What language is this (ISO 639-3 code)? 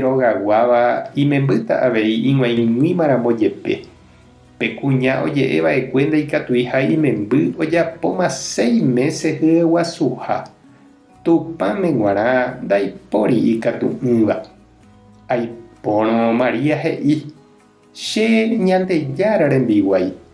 grn